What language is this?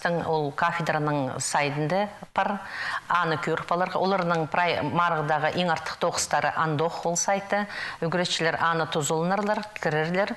Khakas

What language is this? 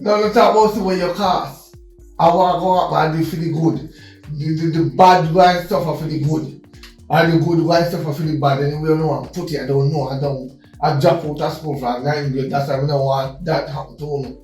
Jamaican Creole English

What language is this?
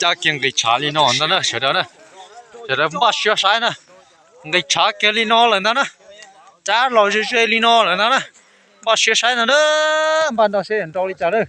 Hmong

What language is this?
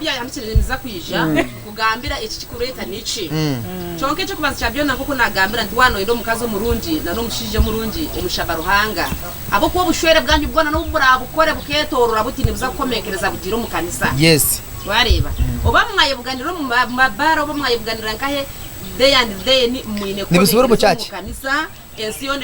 Nyankole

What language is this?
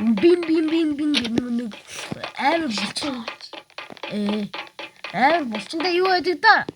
Mongolian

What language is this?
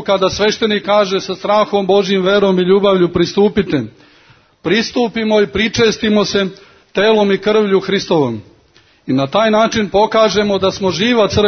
Serbian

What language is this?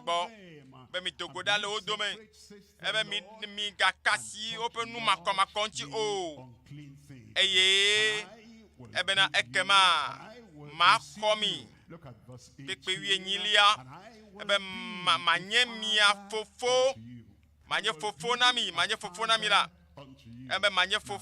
Ewe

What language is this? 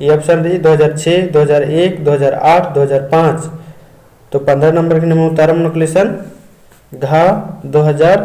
Kurukh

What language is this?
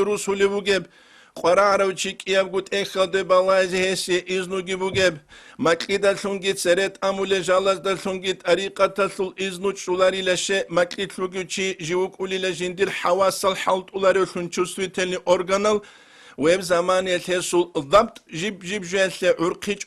Avaric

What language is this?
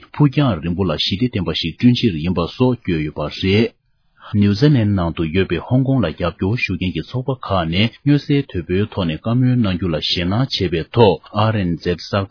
Tibetan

